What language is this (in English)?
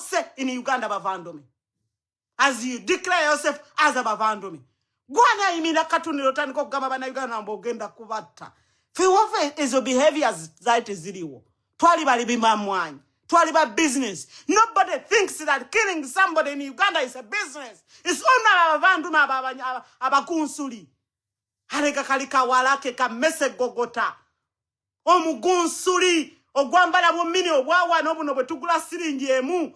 Ganda